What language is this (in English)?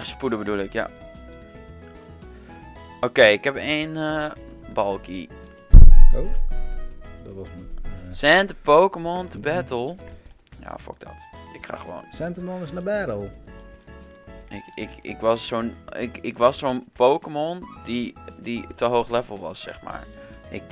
Dutch